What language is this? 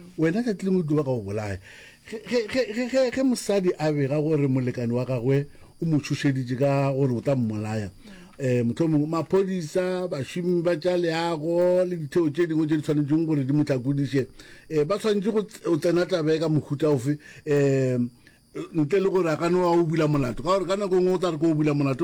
Northern Sotho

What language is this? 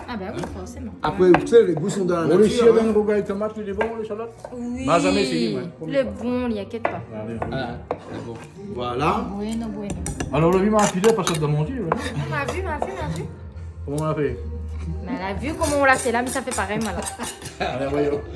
Réunion Creole French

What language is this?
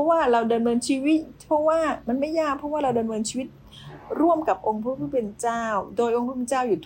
Thai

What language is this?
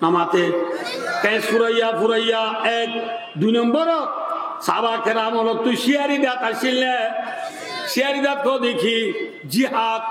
Rohingya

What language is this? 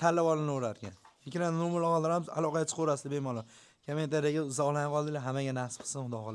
Uzbek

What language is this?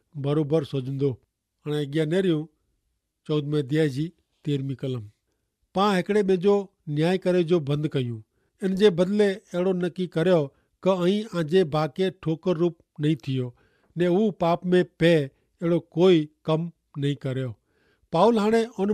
Kachhi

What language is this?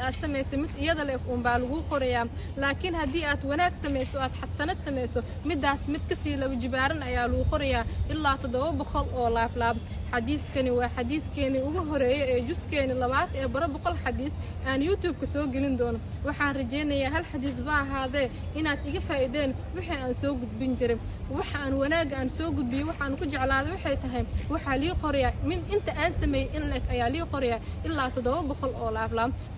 Somali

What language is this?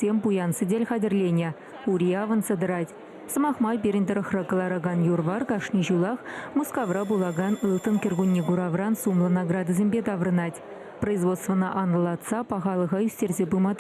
Chuvash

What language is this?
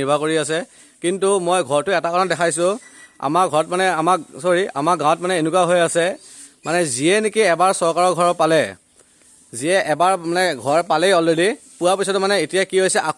Assamese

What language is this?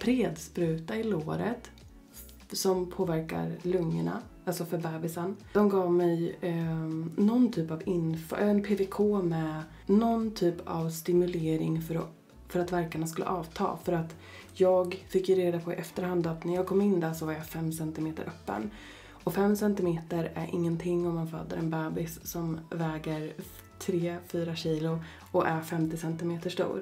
Swedish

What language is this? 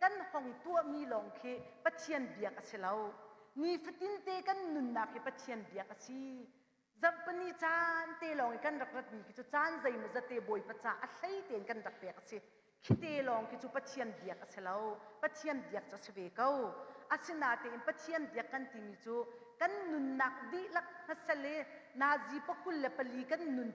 Hakha Chin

